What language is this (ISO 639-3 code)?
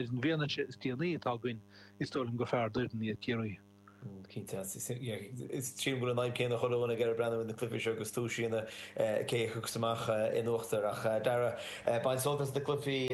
gle